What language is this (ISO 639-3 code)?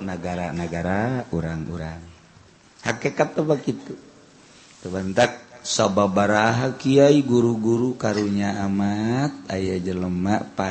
sun